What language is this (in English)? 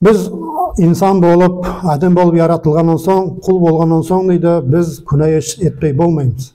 Nogai